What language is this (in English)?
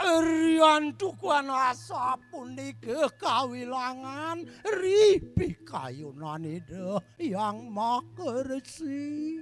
Balinese